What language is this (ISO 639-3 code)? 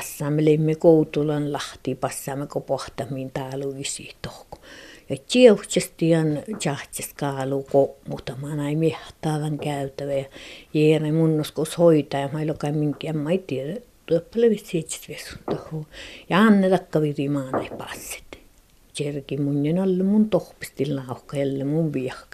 fin